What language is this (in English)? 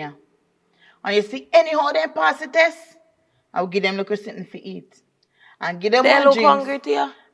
Jamaican Creole English